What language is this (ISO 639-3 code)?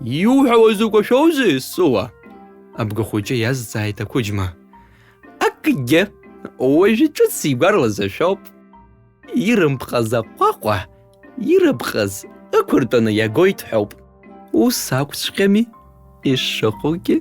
abk